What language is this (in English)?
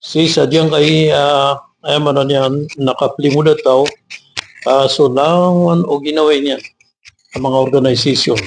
Maranao